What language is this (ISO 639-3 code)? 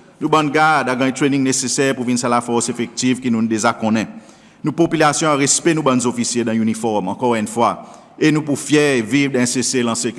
crs